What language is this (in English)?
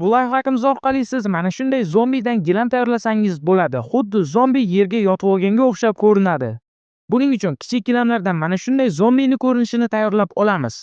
Uzbek